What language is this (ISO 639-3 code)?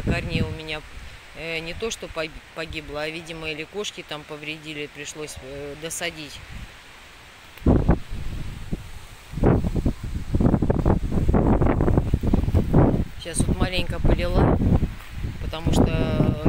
rus